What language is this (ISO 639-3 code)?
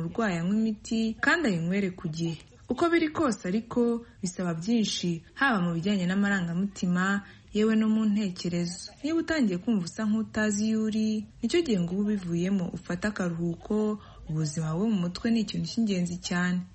kin